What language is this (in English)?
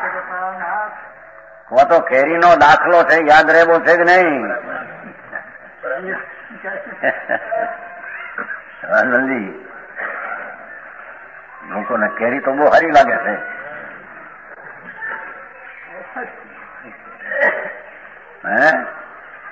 Gujarati